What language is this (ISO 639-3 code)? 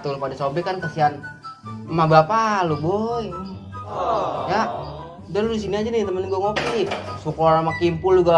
bew